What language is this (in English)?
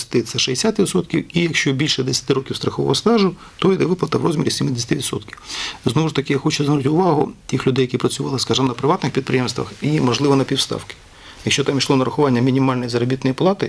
Ukrainian